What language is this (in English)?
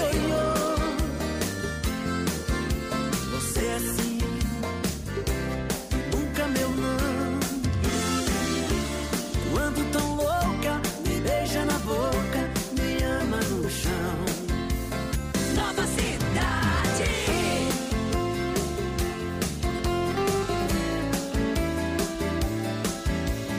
Portuguese